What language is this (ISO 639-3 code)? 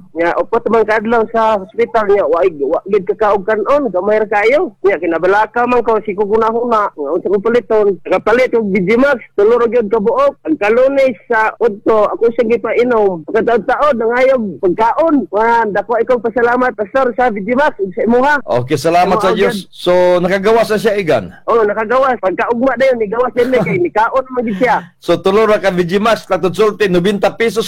ceb